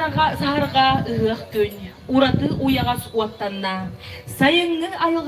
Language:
Yakut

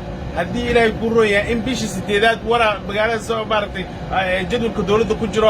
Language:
Somali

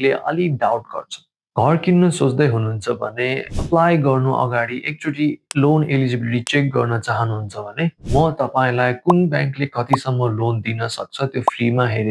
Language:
Nepali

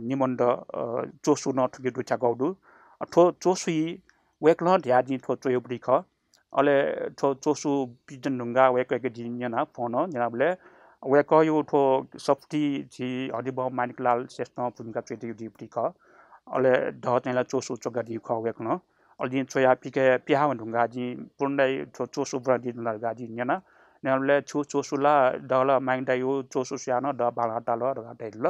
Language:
Newari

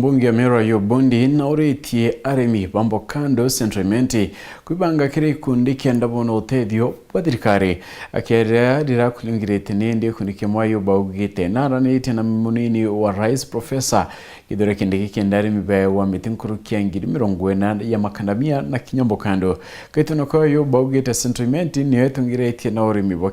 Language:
Meru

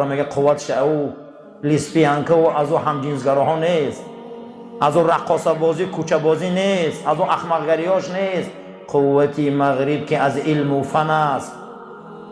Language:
Tajik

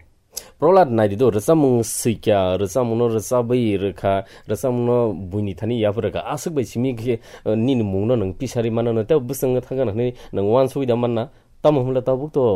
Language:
Kok Borok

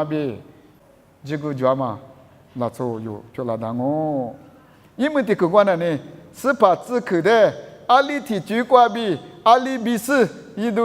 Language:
Lisu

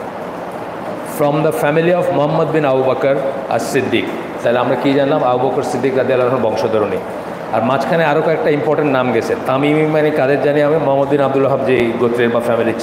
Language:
Bangla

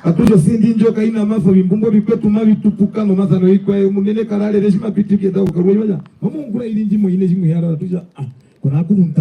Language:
Herero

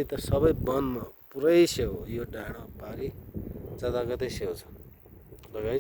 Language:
Nepali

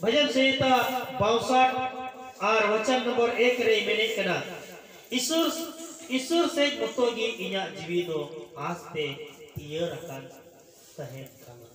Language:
Santali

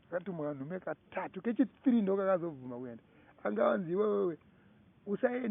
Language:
Shona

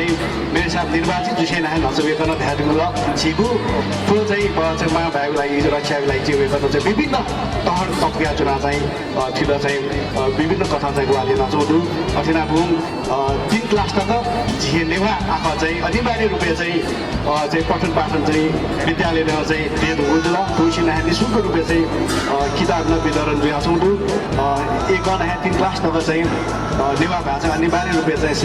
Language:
Newari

